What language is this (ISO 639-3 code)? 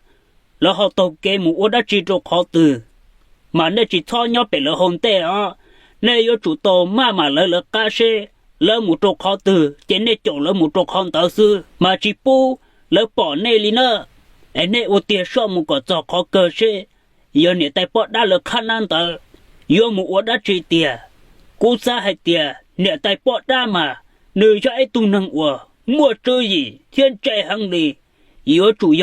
hmn